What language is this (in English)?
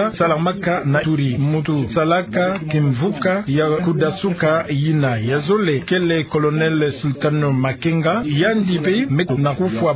Kituba (Democratic Republic of Congo)